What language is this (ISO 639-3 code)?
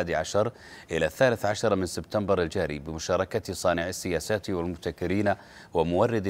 ara